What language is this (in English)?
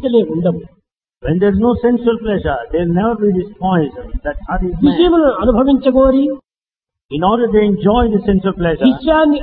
Telugu